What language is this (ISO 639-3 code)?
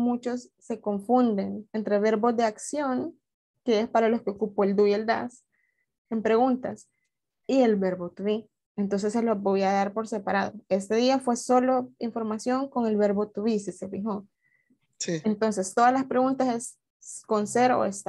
spa